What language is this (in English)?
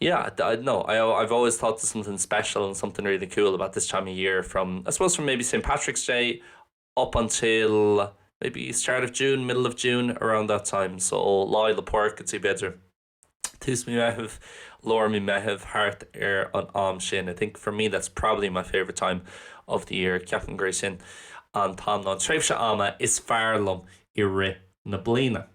Irish